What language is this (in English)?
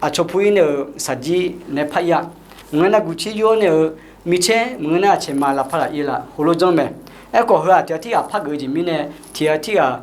Akha